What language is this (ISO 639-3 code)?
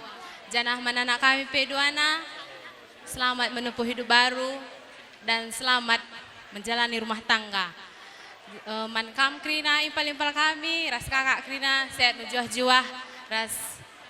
btx